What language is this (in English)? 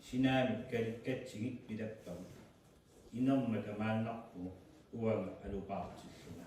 Kalaallisut